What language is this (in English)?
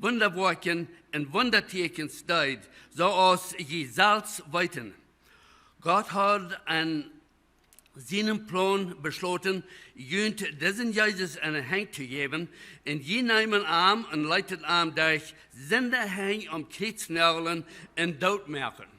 Plautdietsch